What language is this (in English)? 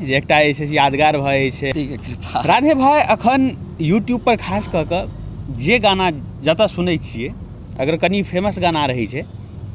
Maithili